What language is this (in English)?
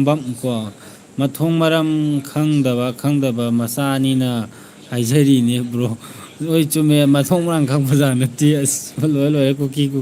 Manipuri